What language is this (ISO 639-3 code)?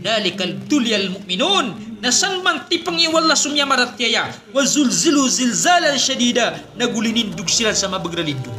mrw